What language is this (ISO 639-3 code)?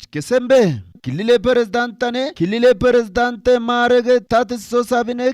kbr